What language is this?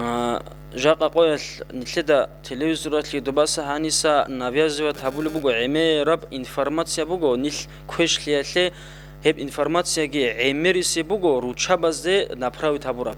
Avaric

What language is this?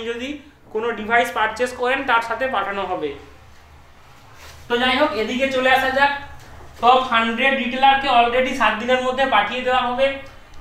Bangla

